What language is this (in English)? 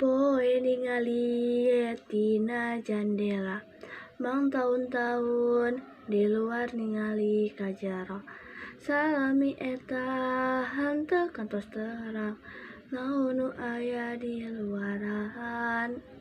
Sundanese